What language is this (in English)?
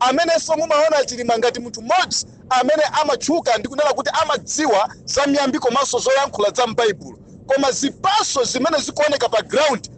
Nyanja